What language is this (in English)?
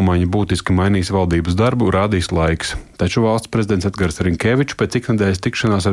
Latvian